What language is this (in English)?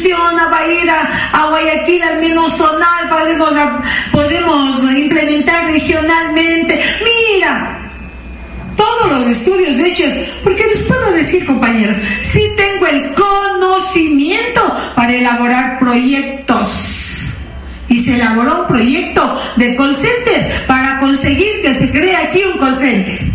Spanish